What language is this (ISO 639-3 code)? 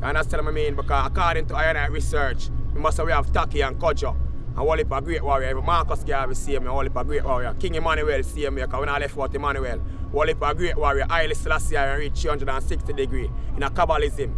jam